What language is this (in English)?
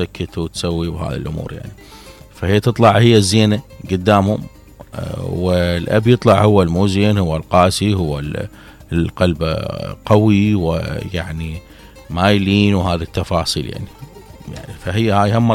Mesopotamian Arabic